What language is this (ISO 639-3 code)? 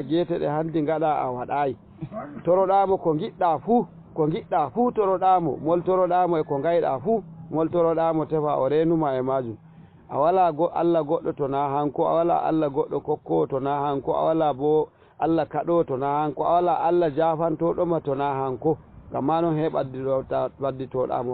ful